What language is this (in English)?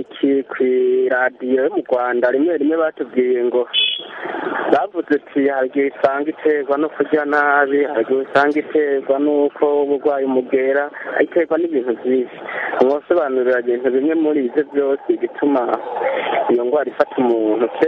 Kinyarwanda